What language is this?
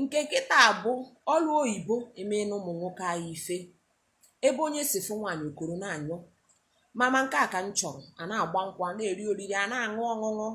Igbo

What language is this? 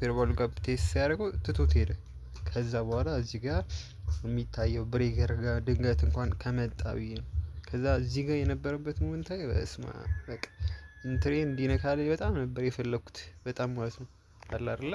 Amharic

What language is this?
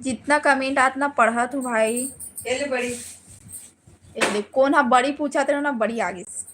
Chhattisgarhi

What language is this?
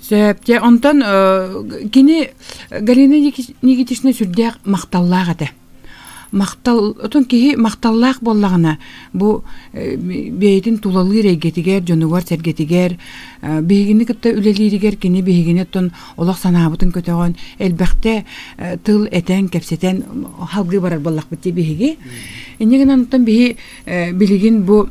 Yakut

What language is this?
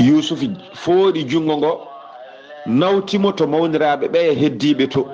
Fula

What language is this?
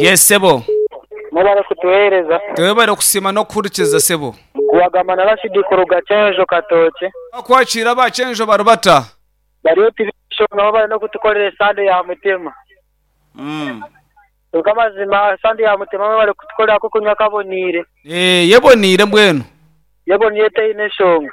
Nyankole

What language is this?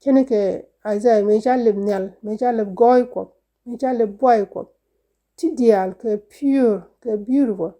Nuer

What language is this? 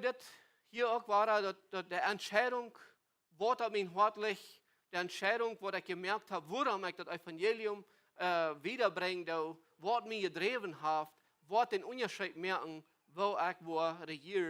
Plautdietsch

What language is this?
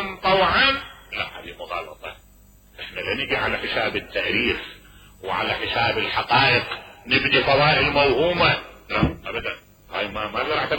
Mesopotamian Arabic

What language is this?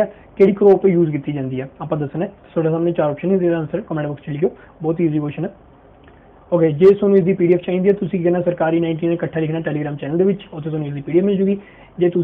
Punjabi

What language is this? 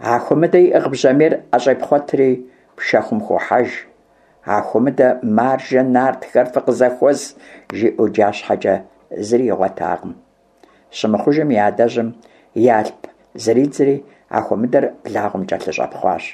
Kabardian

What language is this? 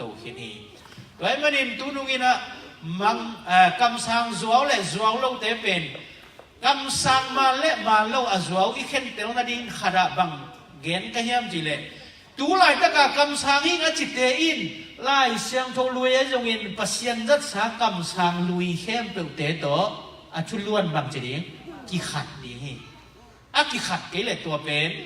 Tedim Chin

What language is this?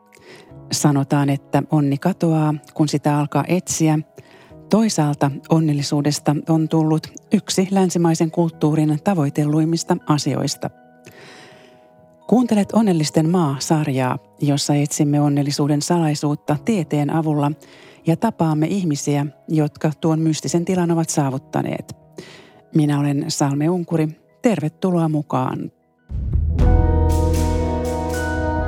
Finnish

